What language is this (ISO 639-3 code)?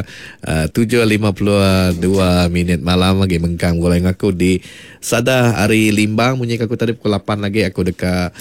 iba